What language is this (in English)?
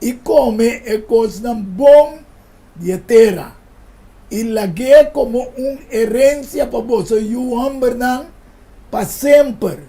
Papiamento